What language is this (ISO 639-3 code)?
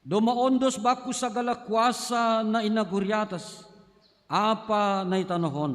bts